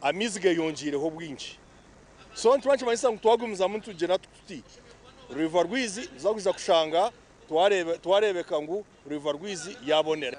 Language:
Nyankole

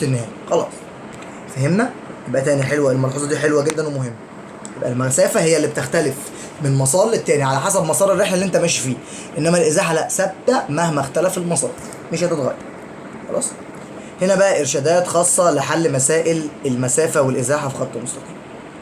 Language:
Egyptian Arabic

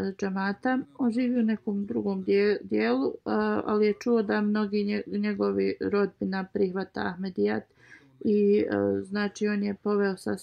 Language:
Bosnian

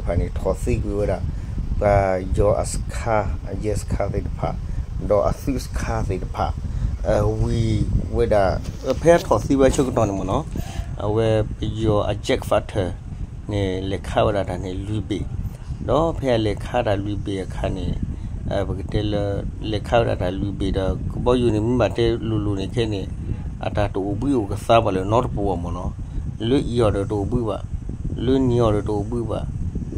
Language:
S'gaw Karen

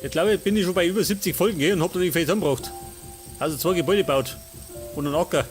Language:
Bavarian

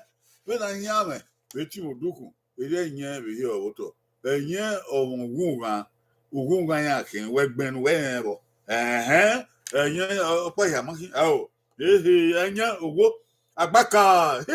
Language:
Bini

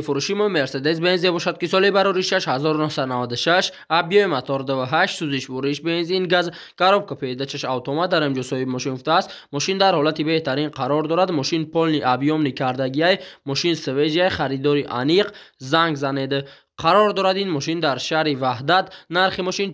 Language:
Tajik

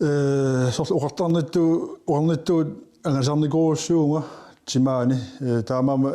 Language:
Kalaallisut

